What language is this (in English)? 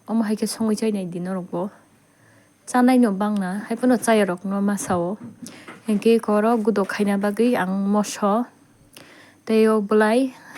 Kok Borok